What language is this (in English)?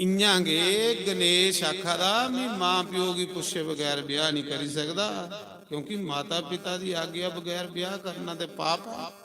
Dogri